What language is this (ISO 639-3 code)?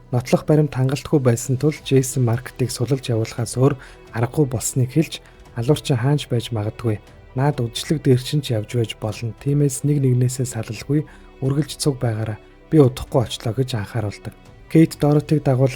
mon